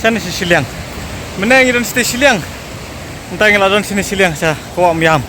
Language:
Khasi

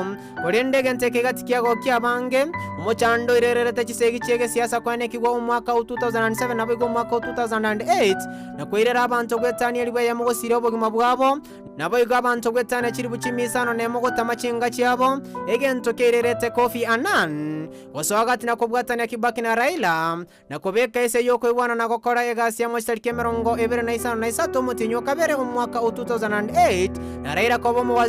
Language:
Gusii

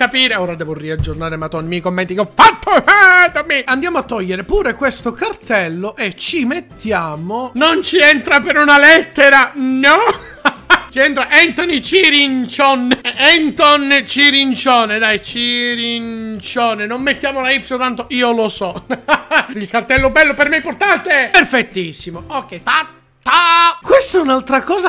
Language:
Italian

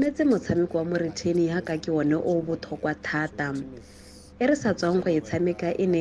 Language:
Tswana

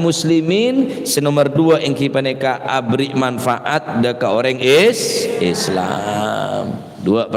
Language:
Madurese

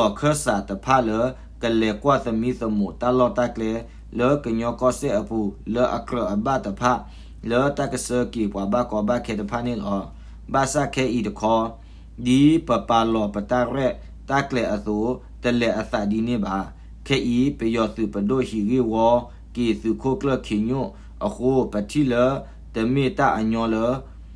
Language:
S'gaw Karen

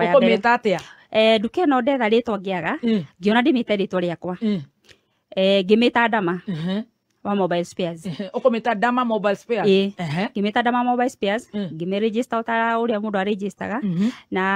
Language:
Kikuyu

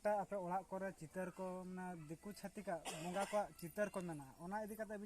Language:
Santali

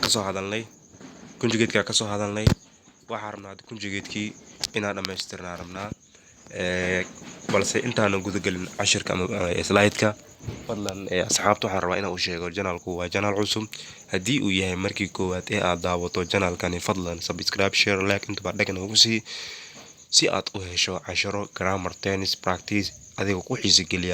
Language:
Somali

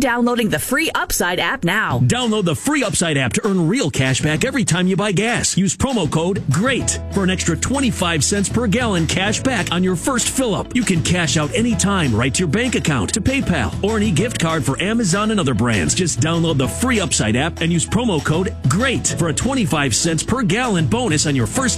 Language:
English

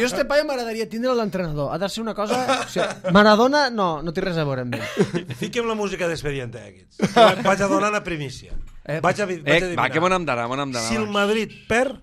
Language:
Catalan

